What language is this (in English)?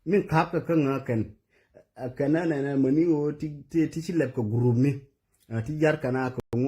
Nuer